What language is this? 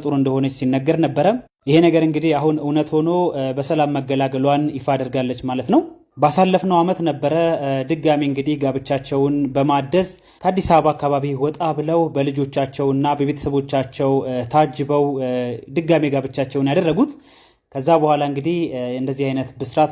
Amharic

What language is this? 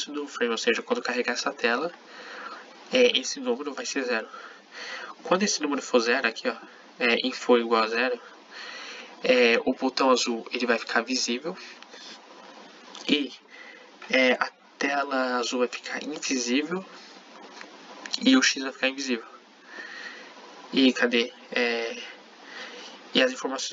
Portuguese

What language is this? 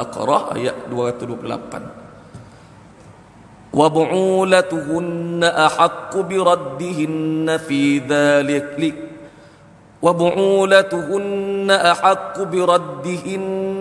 Malay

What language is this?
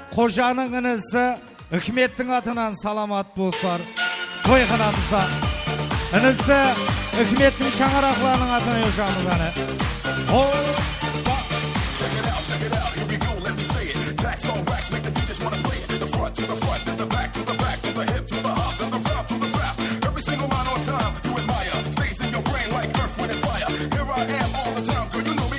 Kara-Kalpak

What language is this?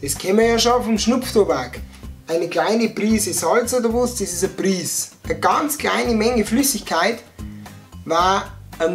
Bavarian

